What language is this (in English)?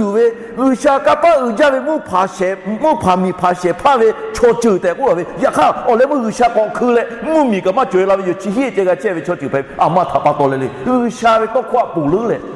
Lahu